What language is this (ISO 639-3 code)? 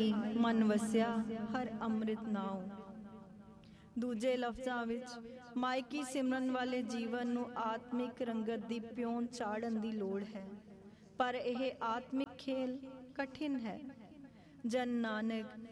pan